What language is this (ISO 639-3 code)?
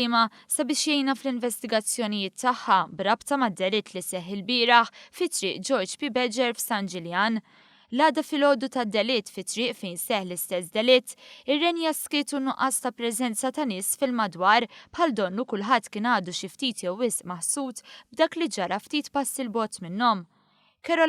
mlt